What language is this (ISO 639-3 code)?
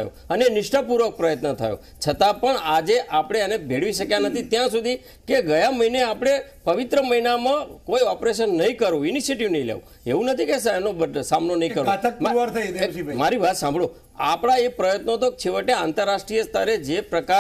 guj